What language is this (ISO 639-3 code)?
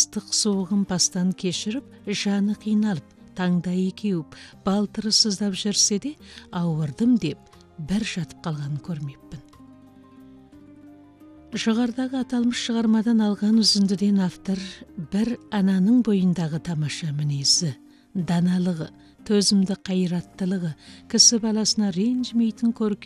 kaz